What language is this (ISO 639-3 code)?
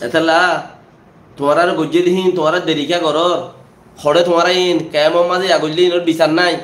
rhg